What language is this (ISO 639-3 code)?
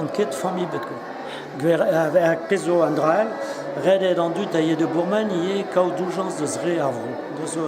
bre